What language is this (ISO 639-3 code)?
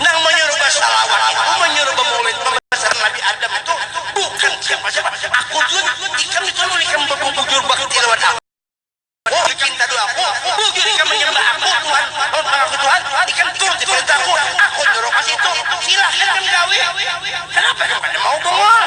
bjn